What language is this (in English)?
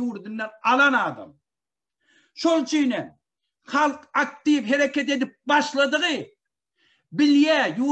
Turkmen